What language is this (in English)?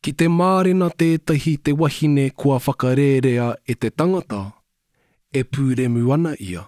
Māori